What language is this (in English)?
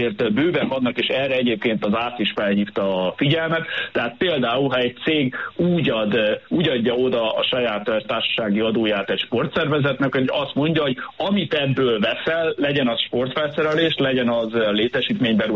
Hungarian